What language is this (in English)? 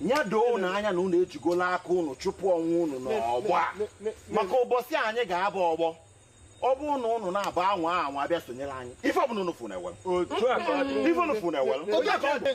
Igbo